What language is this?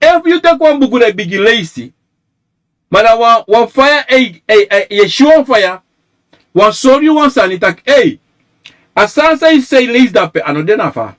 Sranan Tongo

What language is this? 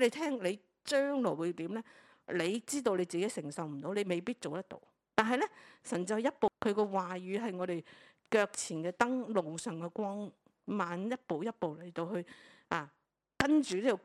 Cantonese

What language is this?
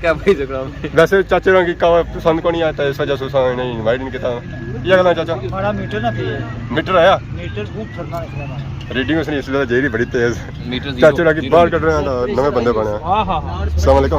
Pahari-Potwari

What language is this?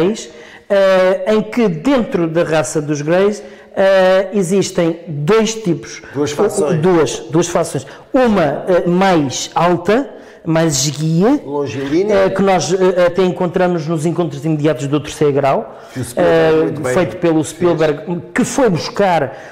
Portuguese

